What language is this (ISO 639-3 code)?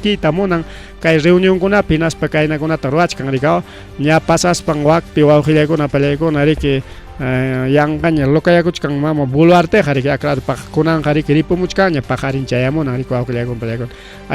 quy